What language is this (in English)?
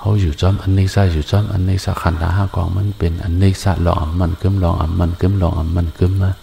Shan